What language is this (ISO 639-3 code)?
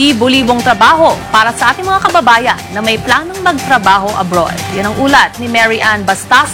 fil